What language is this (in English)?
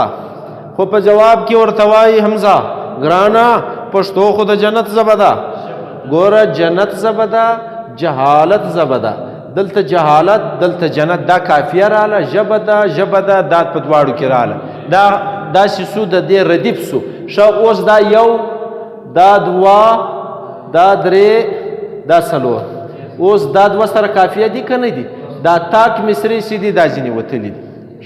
Pashto